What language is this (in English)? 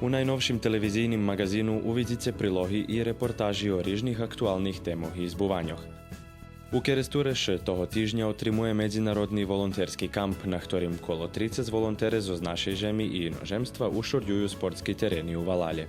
Rusyn